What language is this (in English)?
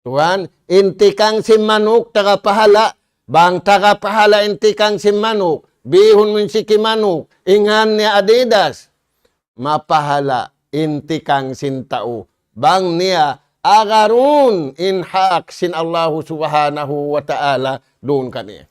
Tausug